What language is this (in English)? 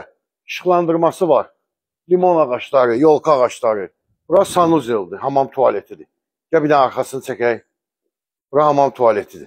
Azerbaijani